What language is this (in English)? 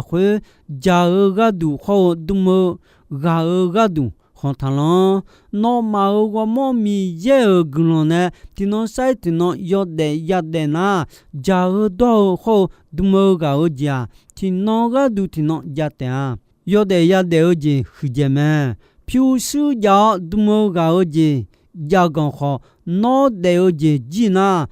Akha